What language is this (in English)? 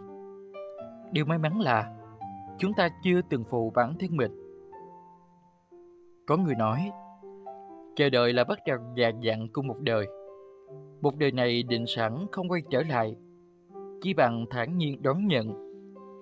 Vietnamese